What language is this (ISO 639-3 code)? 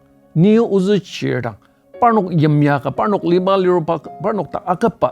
njo